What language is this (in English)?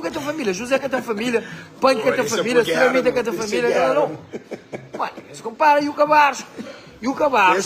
Kabuverdianu